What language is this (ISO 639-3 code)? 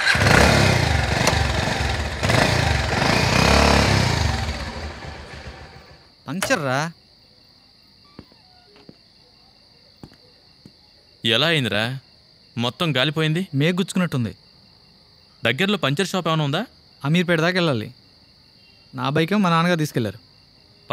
tel